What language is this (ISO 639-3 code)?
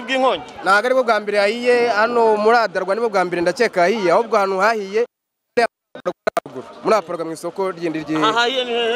kin